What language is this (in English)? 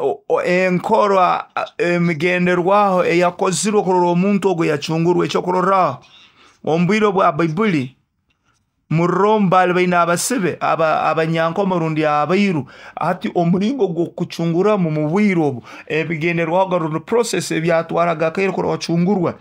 Nyoro